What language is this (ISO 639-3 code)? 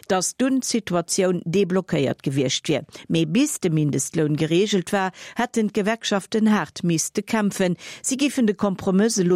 ltz